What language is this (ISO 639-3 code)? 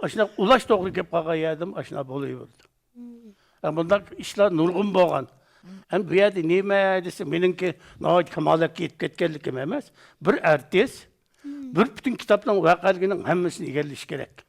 uig